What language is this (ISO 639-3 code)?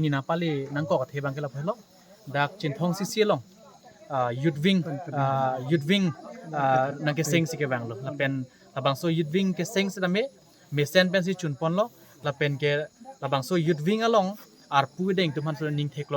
mjw